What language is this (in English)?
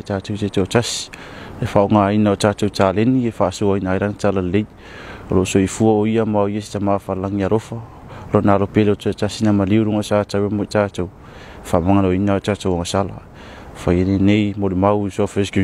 Samoan